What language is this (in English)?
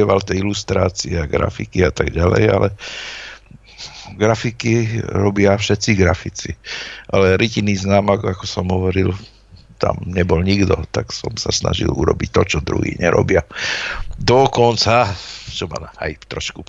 Slovak